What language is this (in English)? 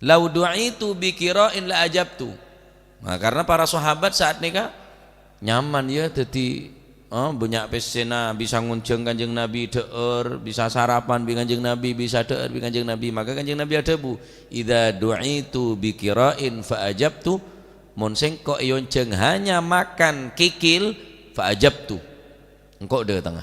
Madurese